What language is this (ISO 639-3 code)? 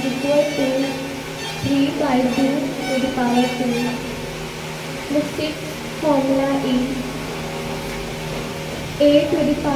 eng